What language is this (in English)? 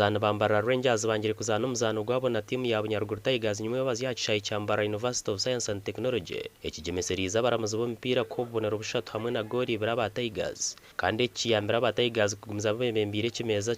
Nyankole